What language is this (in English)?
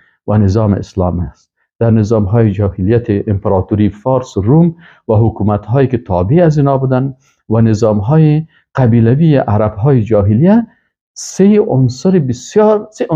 Persian